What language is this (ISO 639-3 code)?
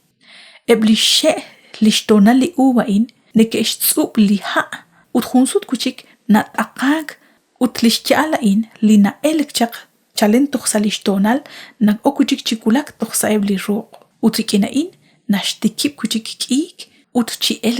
kek